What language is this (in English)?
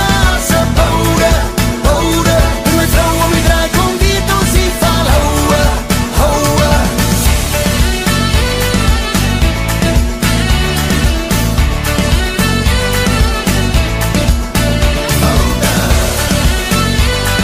Afrikaans